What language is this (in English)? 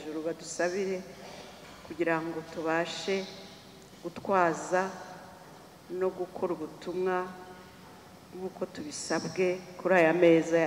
Kinyarwanda